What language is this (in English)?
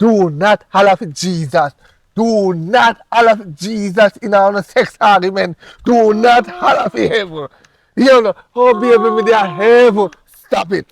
Jamaican Creole English